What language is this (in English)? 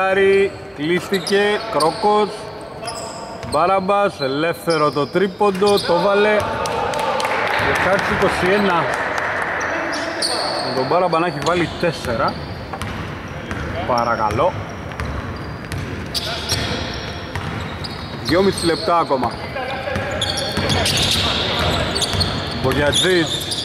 Greek